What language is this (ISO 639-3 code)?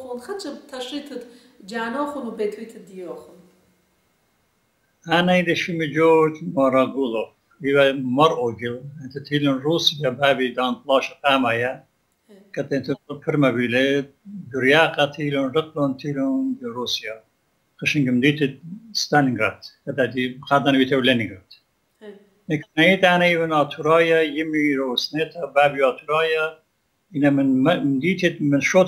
aii